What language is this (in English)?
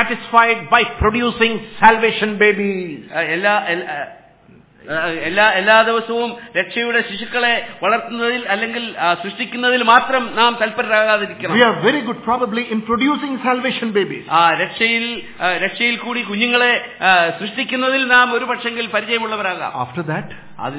Malayalam